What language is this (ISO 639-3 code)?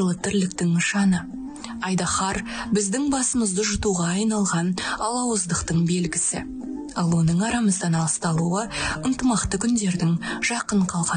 kaz